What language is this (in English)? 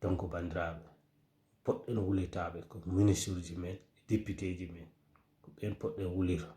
Fula